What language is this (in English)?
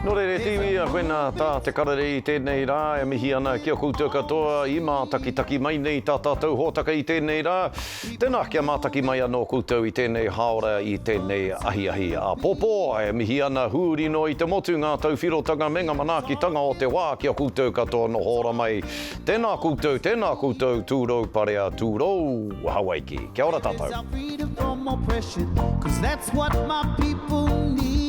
Māori